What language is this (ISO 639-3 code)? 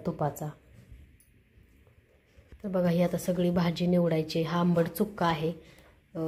mar